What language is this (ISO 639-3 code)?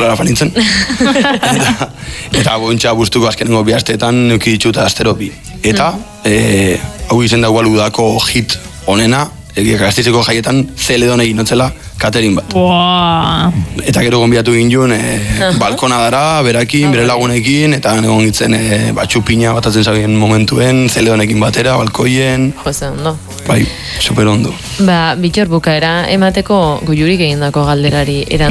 eus